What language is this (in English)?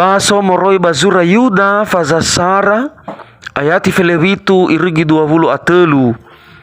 Nias